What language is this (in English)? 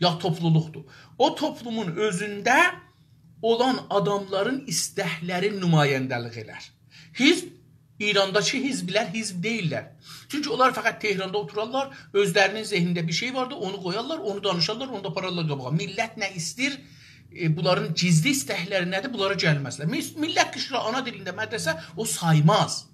South Azerbaijani